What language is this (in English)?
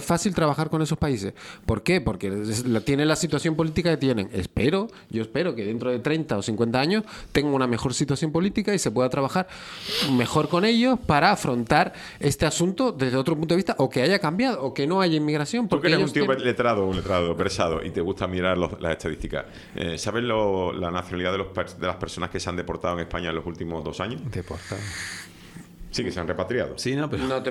Spanish